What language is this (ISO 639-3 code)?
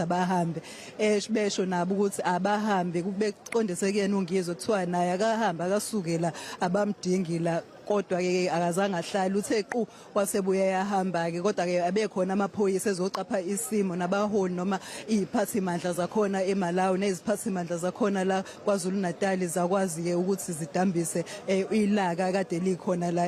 zul